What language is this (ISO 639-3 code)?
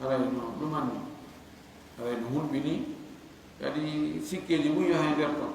ful